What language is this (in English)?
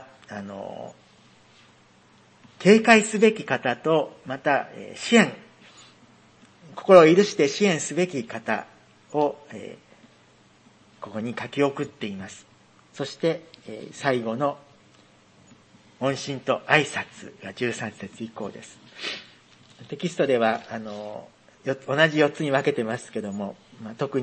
Japanese